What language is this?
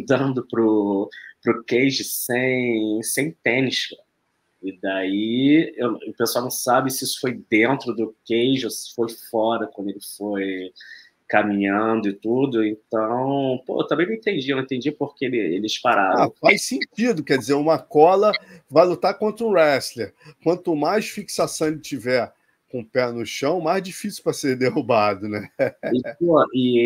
Portuguese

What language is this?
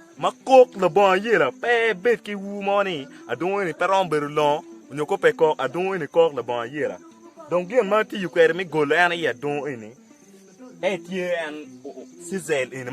Acoli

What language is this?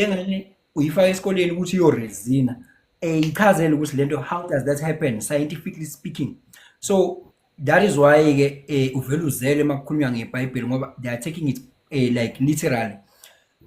Zulu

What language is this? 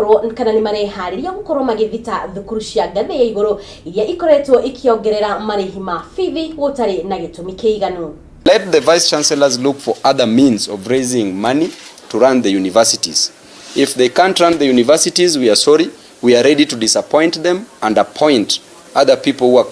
Kikuyu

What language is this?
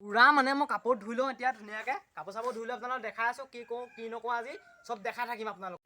Assamese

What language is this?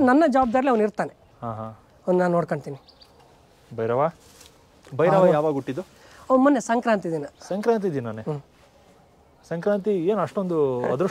Kannada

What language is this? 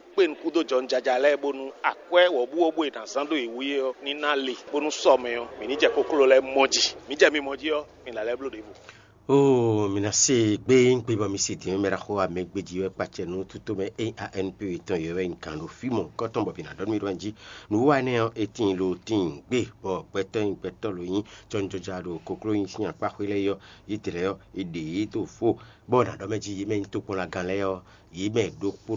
Fon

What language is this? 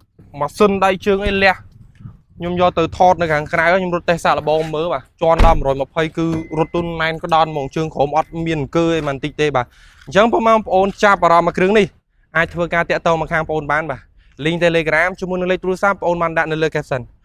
Khmer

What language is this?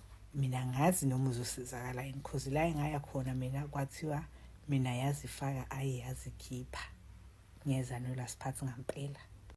Zulu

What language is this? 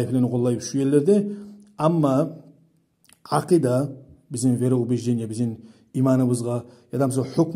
Kumyk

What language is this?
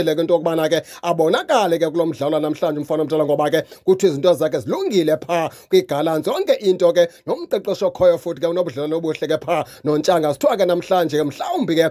Xhosa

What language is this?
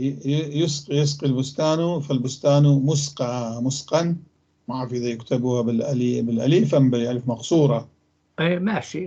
North Levantine Arabic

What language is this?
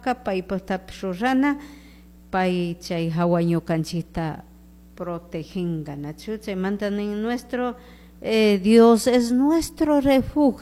Chimborazo Highland Quichua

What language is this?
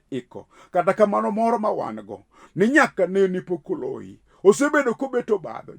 Luo (Kenya and Tanzania)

